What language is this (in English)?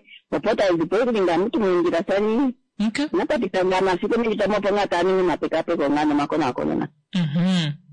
Kuanyama